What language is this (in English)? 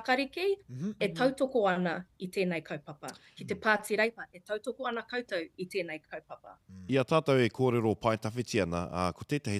Māori